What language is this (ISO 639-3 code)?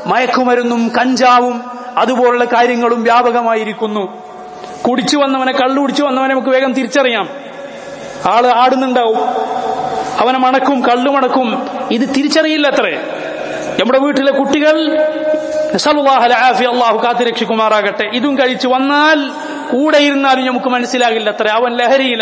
mal